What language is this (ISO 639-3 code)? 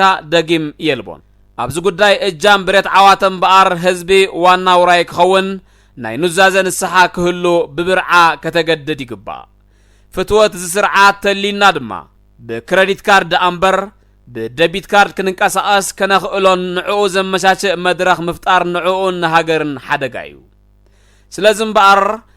tir